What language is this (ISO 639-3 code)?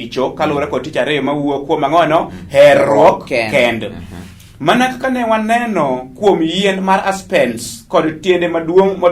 luo